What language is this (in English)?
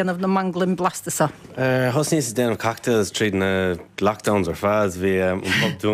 Irish